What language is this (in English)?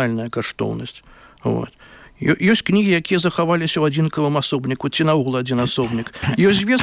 Belarusian